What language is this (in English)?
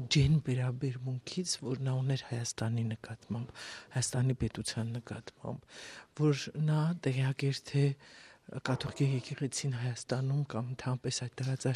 Armenian